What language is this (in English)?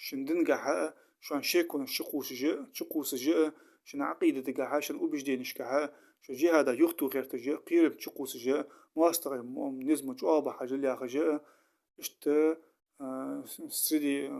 Ingush